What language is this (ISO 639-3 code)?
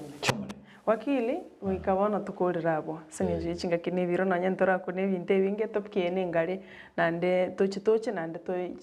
guz